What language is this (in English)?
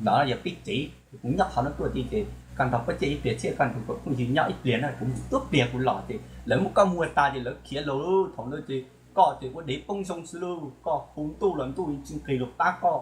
Hmong